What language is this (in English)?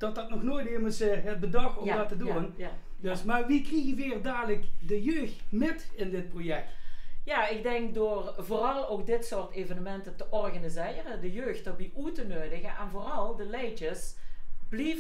Limburgish